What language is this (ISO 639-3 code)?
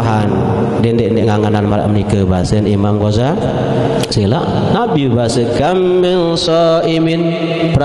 sas